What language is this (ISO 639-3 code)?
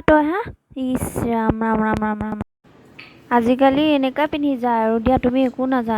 asm